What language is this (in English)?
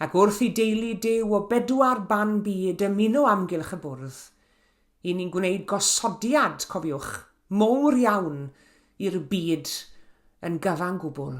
Welsh